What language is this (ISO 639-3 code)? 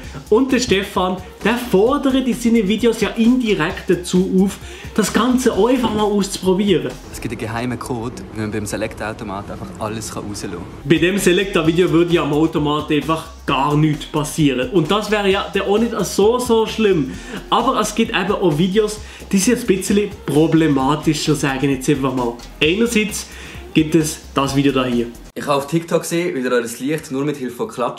gsw